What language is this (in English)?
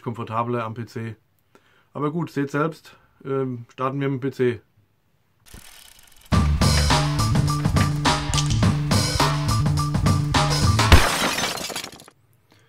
German